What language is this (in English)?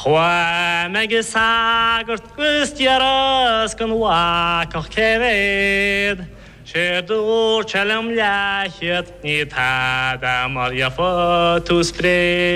Irish